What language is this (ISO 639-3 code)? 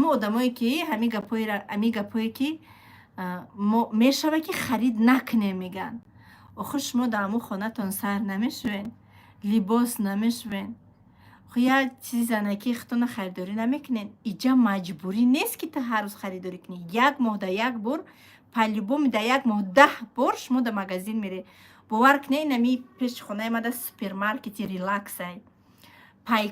tgk